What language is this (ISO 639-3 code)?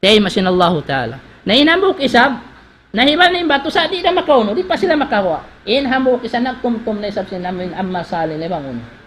tsg